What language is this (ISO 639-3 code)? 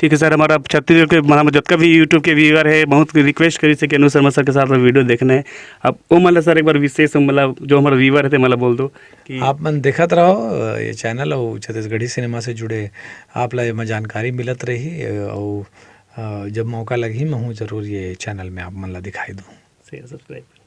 hne